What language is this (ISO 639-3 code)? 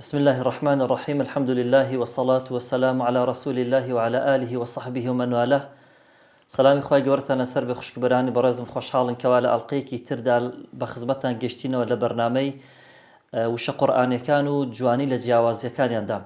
ckb